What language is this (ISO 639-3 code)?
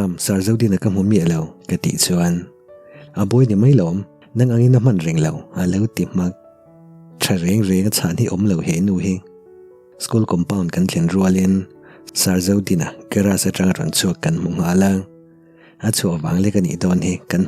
lus